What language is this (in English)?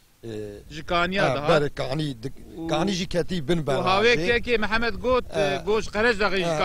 Kurdish